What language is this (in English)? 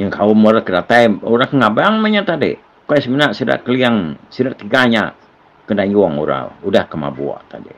Iban